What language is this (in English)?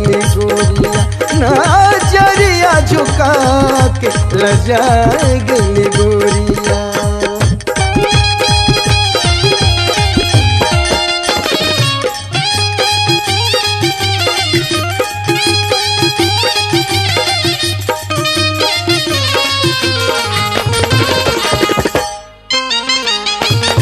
Bhojpuri